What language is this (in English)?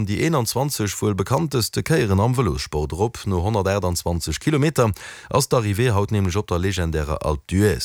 Luxembourgish